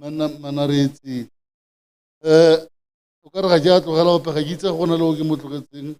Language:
Tswana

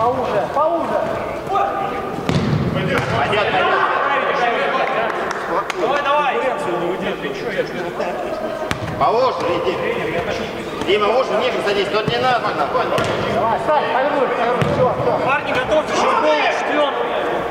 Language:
Russian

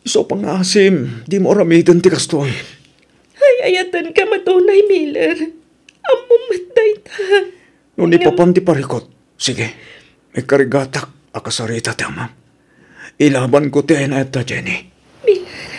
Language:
Iloko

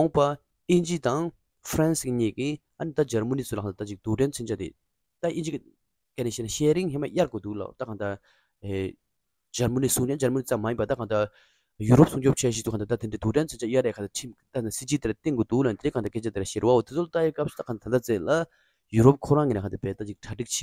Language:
Tibetan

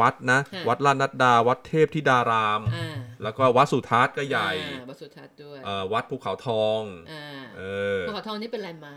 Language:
Thai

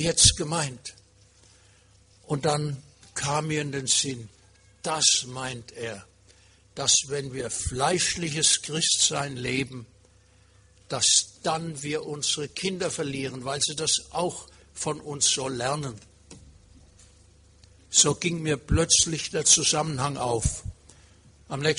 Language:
German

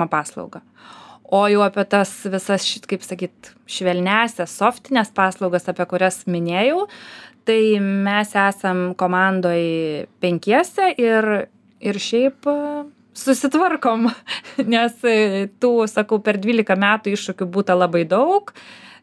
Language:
Lithuanian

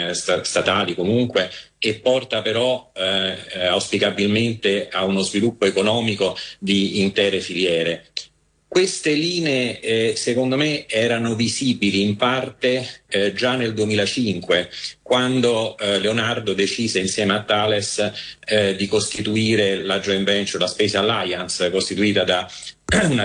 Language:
Italian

